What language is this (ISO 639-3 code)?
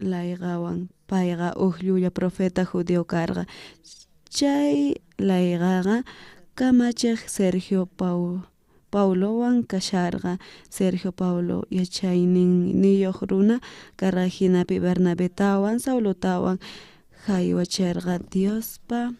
quh